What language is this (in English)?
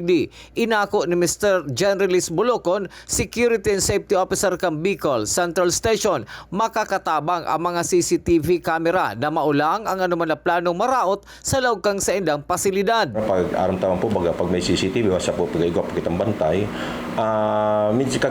Bikol